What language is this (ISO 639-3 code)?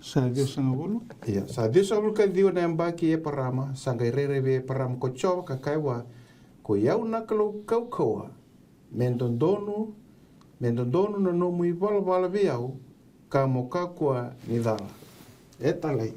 fij